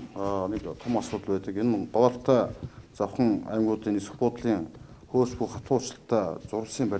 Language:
Mongolian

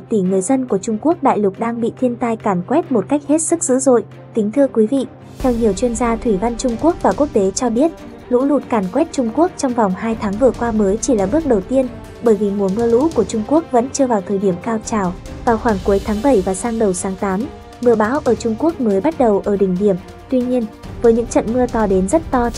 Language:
Vietnamese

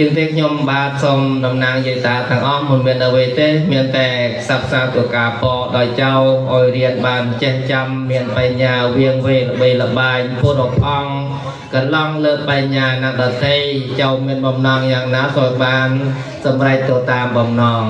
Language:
Khmer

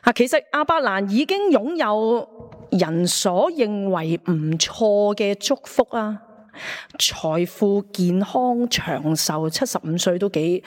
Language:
Cantonese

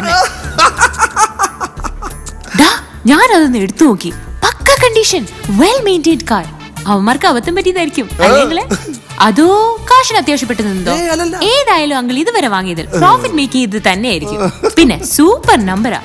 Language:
Malayalam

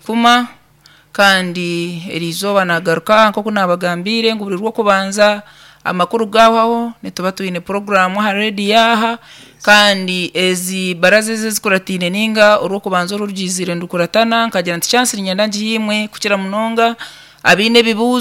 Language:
Nyankole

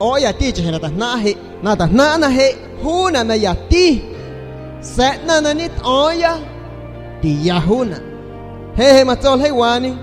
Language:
San Pedro Amuzgos Amuzgo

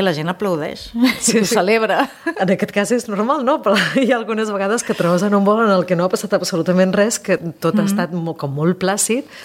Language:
Catalan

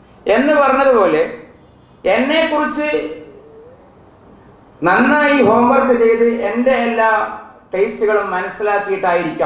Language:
Malayalam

